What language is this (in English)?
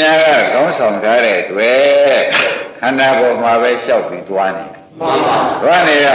Burmese